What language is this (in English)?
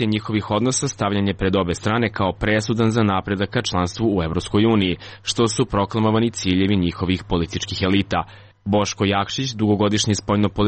Serbian